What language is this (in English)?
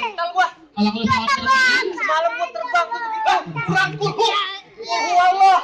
Betawi